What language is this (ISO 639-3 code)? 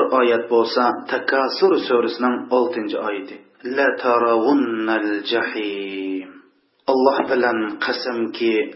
uig